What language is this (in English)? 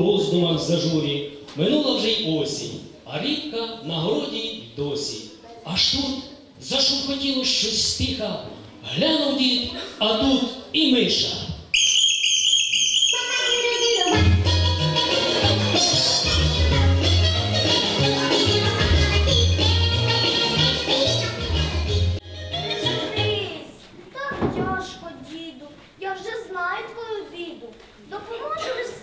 Ukrainian